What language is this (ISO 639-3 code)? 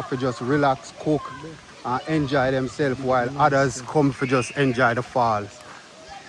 jam